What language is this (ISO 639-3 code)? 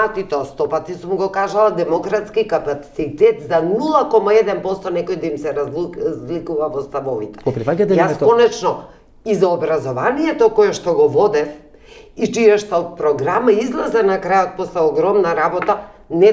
mkd